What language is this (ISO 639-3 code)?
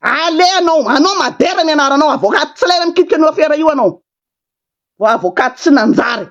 mlg